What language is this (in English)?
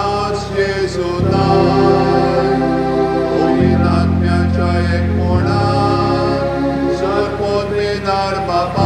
Konkani